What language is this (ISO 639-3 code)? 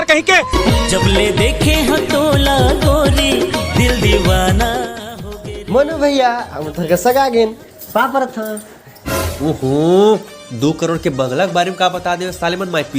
hne